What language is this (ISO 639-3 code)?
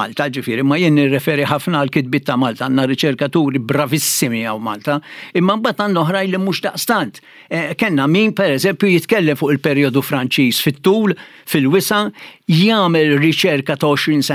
mlt